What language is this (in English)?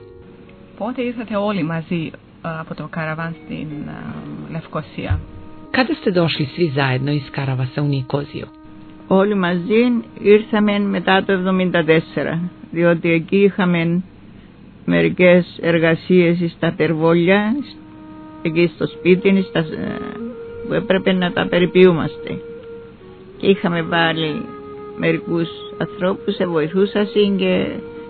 Greek